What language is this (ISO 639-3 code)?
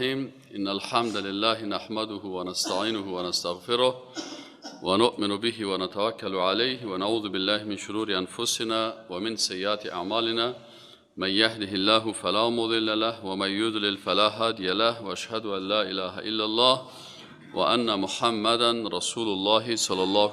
fas